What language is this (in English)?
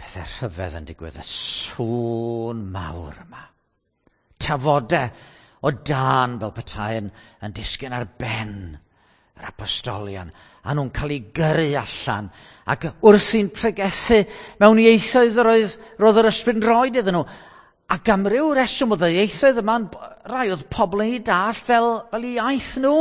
Welsh